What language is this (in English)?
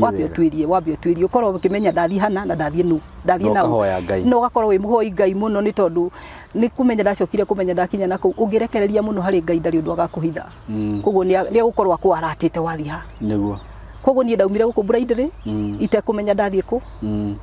Kikuyu